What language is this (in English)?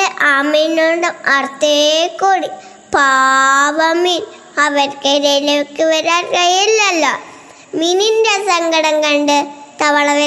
Malayalam